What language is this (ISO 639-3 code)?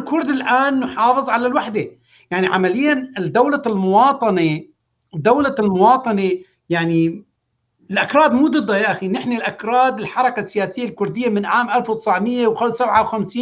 apc